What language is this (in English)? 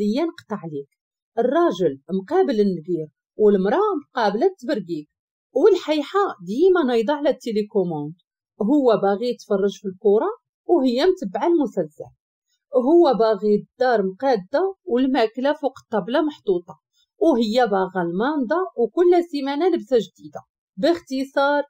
Moroccan Arabic